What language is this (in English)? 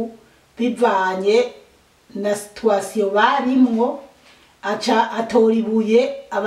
Rundi